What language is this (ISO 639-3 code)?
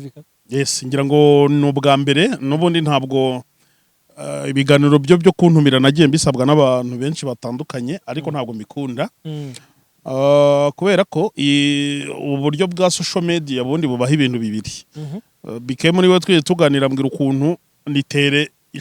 kin